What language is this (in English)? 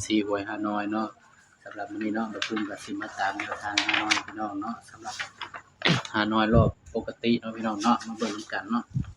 Northeastern Thai